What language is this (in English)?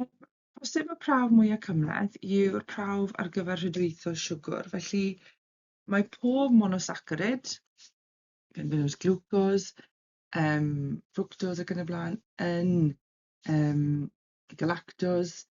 Welsh